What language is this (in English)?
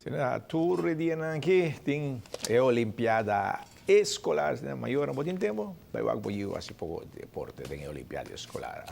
Papiamento